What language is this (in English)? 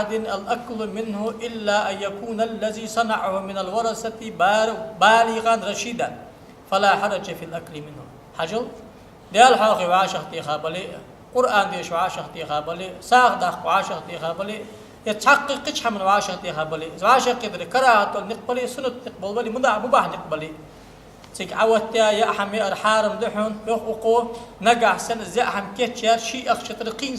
Ingush